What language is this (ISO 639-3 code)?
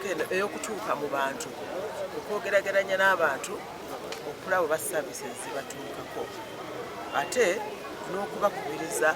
lug